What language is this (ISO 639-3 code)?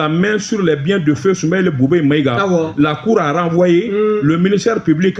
bam